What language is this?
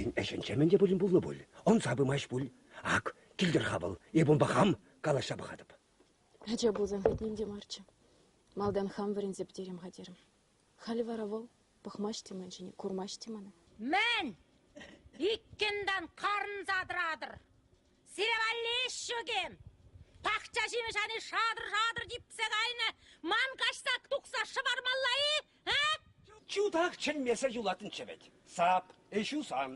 Chuvash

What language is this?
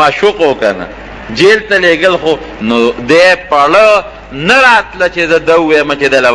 Pashto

